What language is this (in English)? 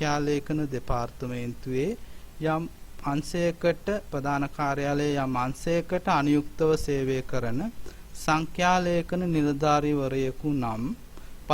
Sinhala